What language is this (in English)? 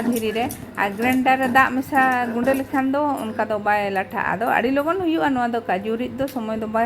Santali